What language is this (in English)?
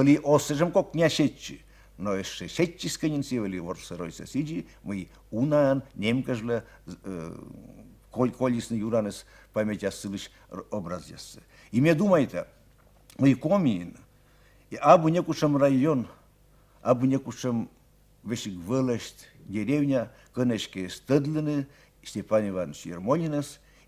Komi